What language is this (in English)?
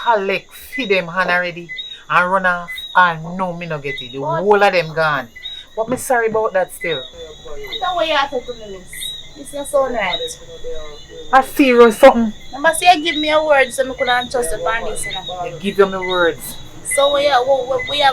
Jamaican Creole English